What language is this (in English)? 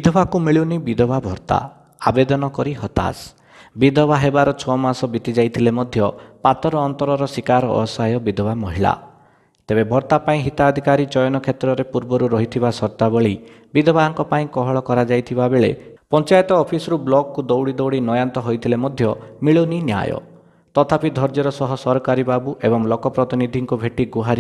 Odia